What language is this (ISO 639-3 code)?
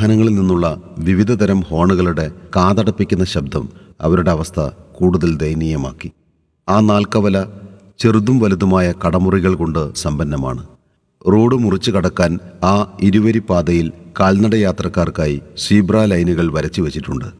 mal